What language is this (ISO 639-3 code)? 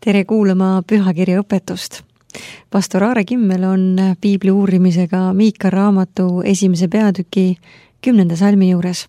est